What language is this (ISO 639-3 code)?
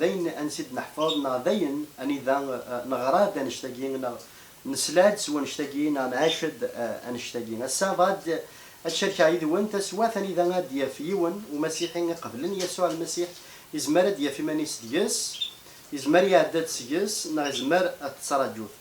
kab